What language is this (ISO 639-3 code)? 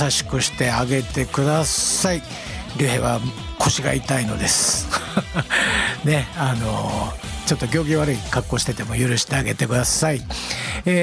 jpn